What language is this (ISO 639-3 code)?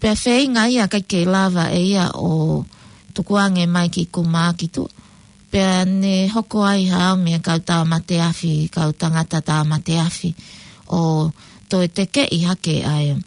ton